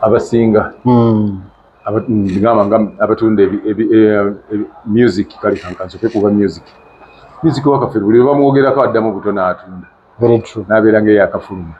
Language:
Ganda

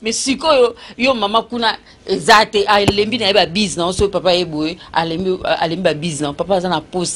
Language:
Lingala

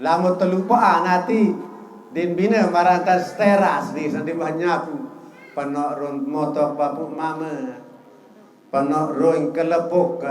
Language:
Sasak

